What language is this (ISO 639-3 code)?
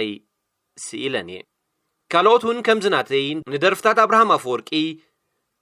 tir